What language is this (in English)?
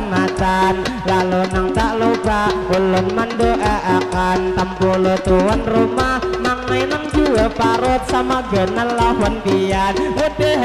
Banjar